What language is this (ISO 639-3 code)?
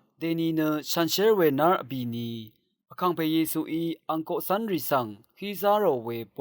raw